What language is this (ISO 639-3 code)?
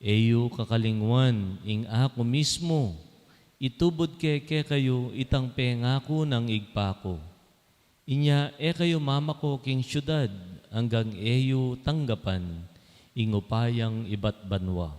pam